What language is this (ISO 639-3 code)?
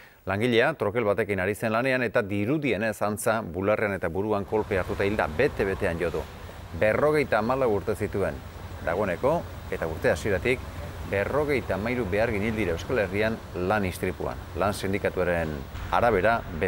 eus